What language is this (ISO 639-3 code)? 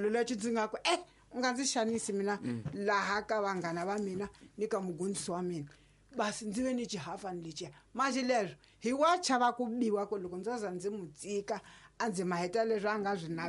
tso